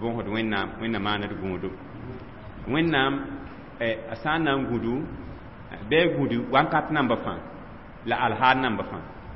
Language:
Mossi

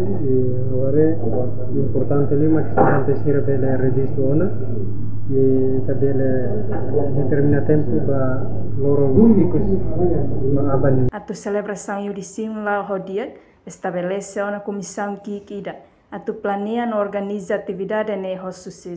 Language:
Tetum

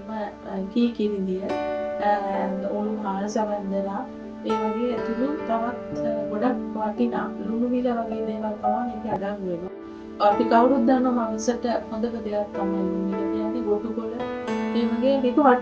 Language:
Sinhala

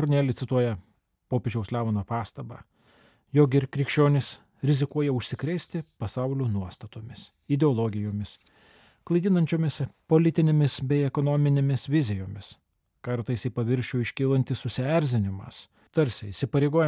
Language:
Lithuanian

